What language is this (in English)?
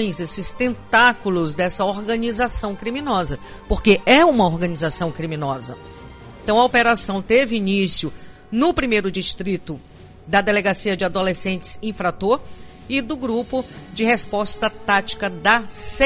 Portuguese